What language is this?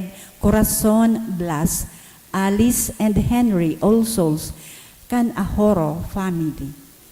Bikol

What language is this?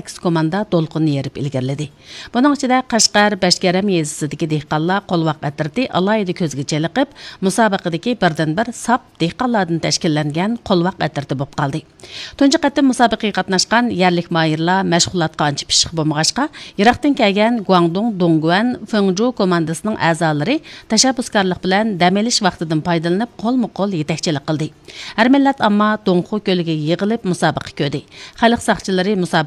Uyghur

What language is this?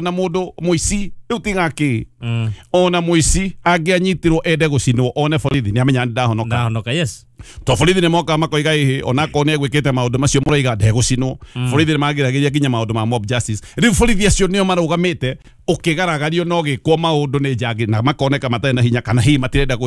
Kikuyu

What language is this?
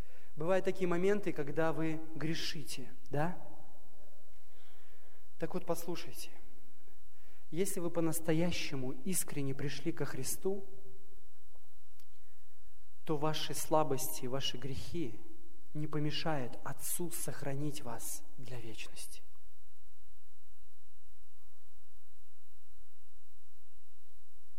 Russian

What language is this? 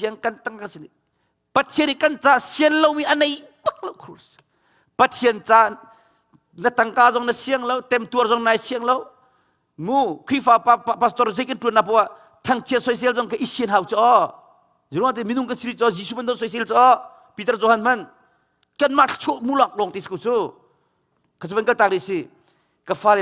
Hakha Chin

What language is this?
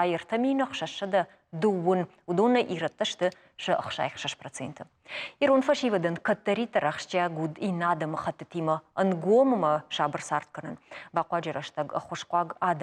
Ossetic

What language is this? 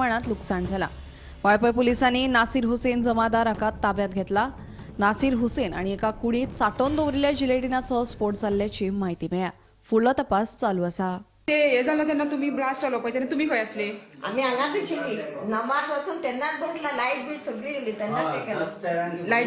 Konkani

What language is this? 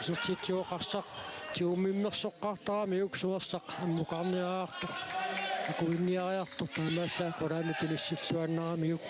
Kalaallisut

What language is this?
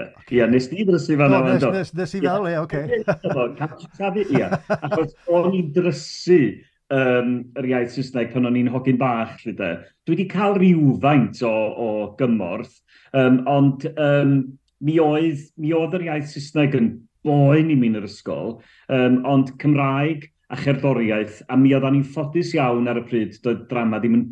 Welsh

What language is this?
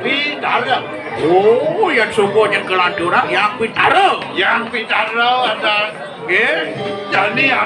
Balinese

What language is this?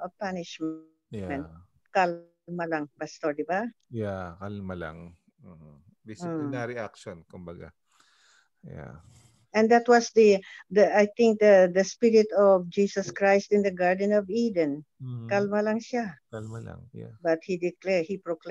Filipino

